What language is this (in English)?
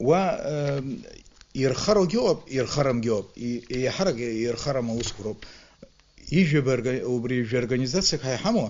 Abkhazian